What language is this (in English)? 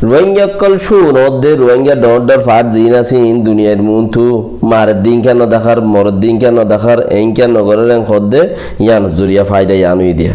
Rohingya